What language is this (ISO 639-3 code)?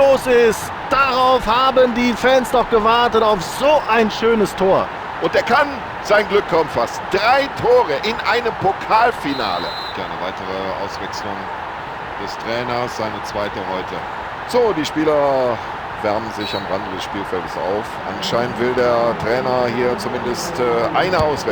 bar